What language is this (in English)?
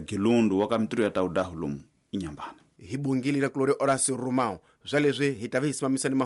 Tsonga